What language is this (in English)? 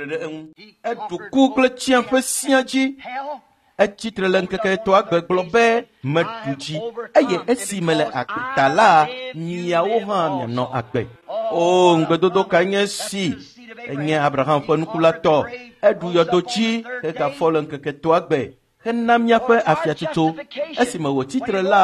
Ewe